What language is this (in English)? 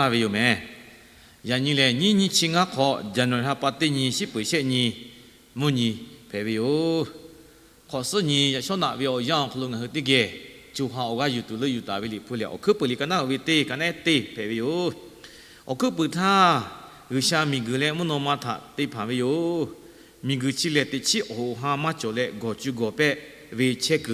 Lahu